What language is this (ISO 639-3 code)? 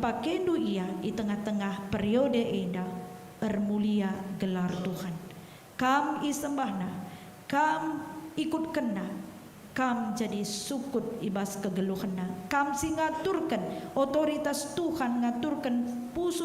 btx